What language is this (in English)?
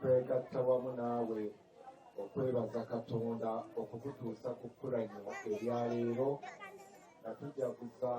Ganda